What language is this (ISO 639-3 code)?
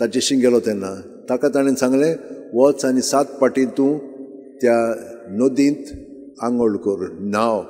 kok